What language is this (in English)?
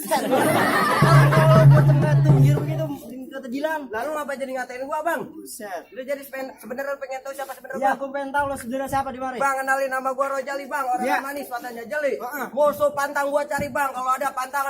Betawi